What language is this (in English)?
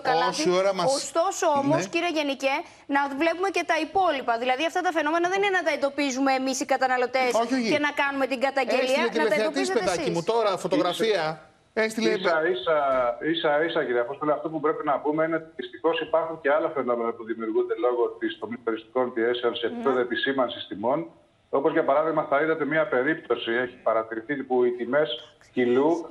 Greek